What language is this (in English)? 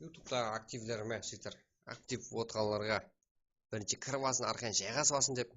Kara-Kalpak